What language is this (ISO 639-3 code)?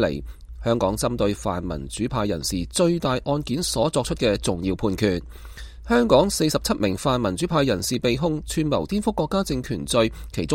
yue